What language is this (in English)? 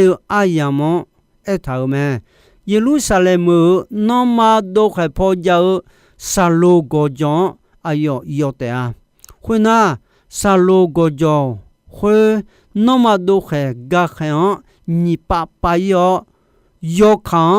Akha